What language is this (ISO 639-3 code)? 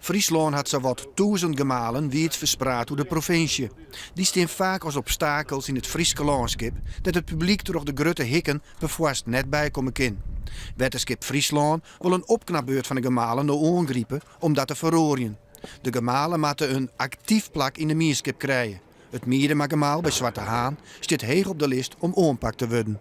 fry